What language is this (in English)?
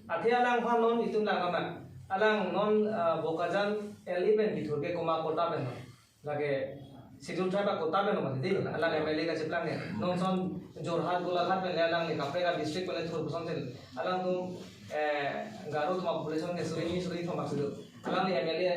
Karbi